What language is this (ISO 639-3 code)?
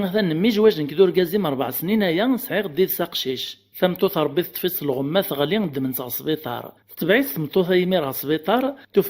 kab